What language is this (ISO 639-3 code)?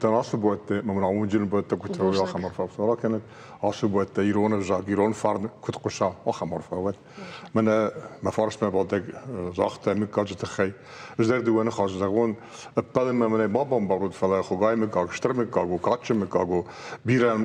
oss